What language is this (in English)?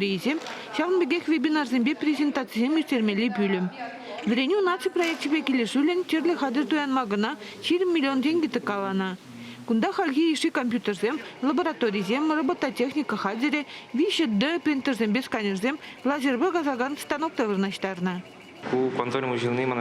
Chuvash